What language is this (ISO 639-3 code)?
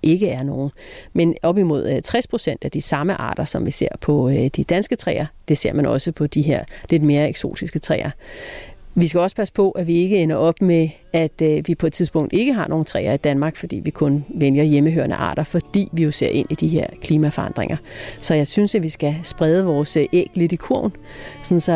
dan